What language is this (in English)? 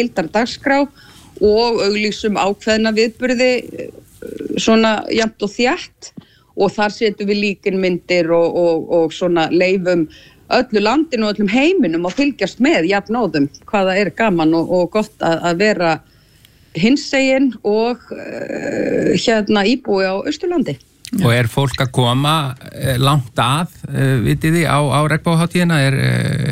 Icelandic